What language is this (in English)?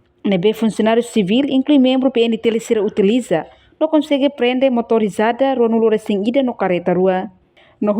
Tetum